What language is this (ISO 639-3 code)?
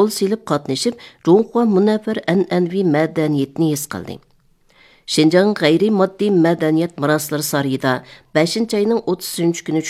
uig